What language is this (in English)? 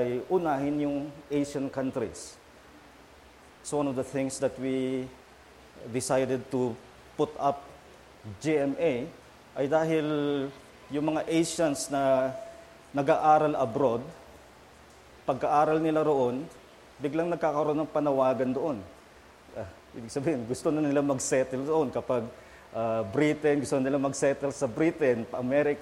Filipino